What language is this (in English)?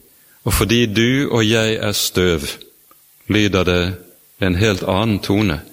Norwegian